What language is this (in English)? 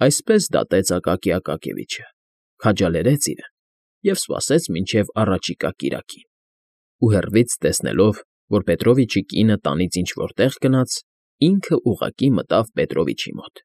Armenian